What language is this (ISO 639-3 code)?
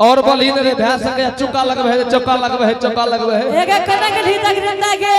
anp